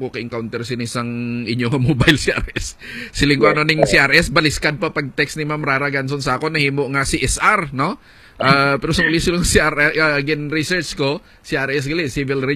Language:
Hiligaynon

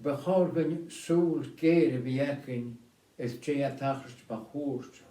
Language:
Scottish Gaelic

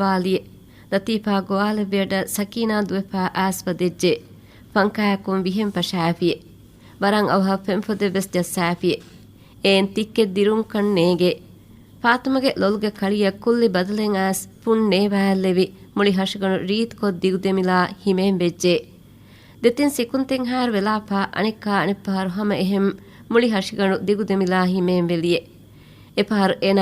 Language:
Divehi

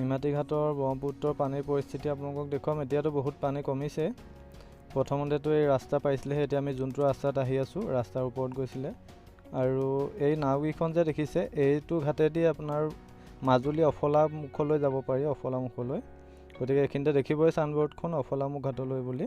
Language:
Assamese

